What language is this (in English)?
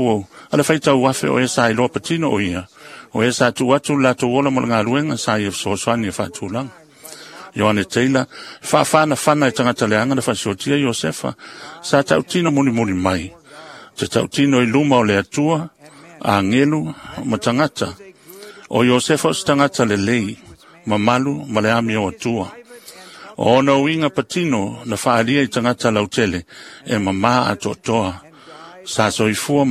Samoan